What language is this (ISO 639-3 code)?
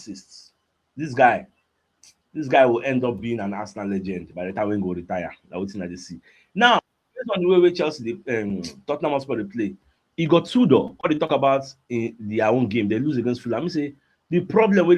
pcm